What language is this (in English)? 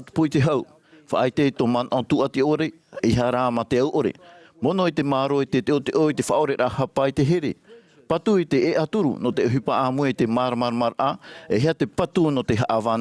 Tahitian